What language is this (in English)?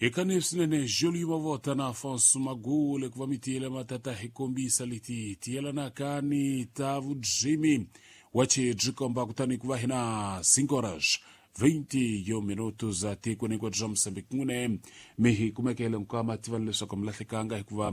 Tsonga